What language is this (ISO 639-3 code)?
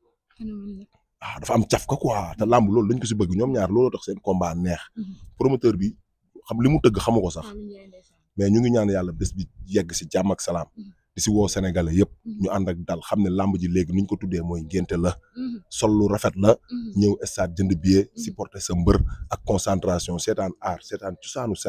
wol